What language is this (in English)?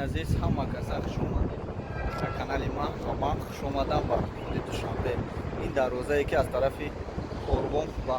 Tajik